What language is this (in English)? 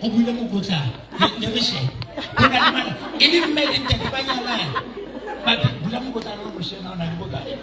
Southern Sotho